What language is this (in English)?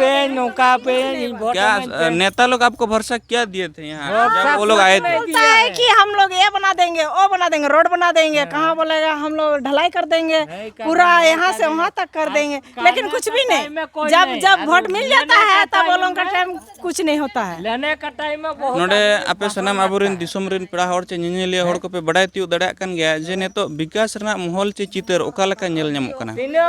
Santali